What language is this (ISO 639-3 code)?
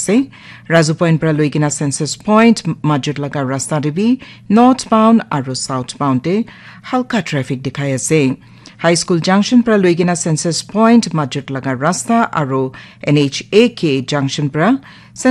nag